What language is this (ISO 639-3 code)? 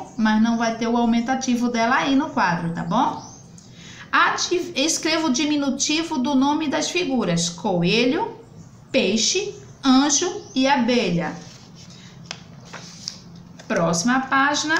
por